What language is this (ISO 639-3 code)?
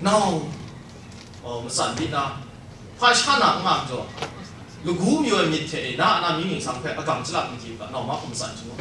kac